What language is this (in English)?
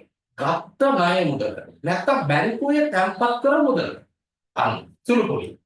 Sinhala